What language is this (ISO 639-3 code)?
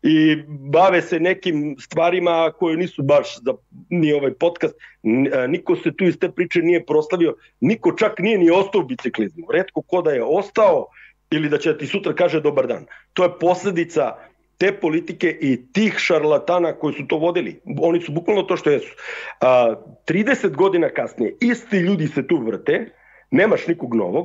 srp